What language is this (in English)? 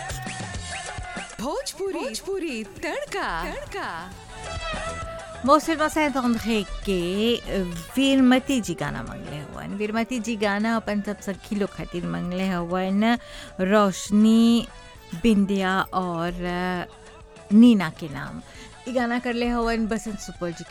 Bhojpuri